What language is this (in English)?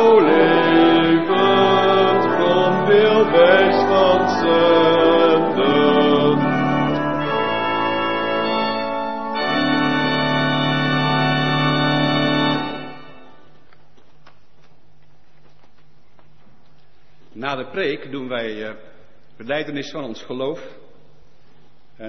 Dutch